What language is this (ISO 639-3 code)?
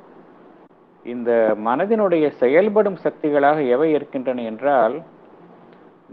tam